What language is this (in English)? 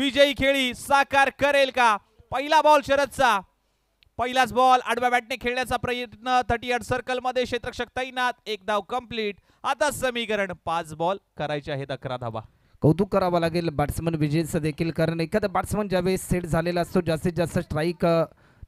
Marathi